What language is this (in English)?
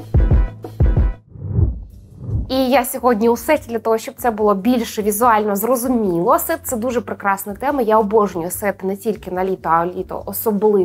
Ukrainian